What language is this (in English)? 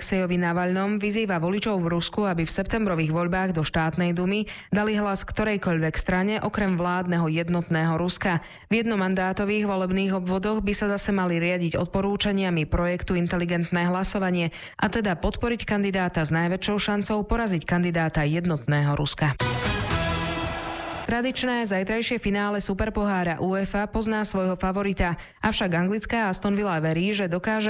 Slovak